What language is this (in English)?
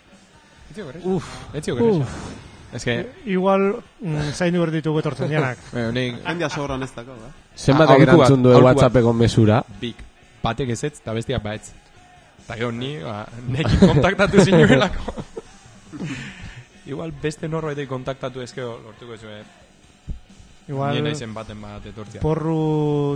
Basque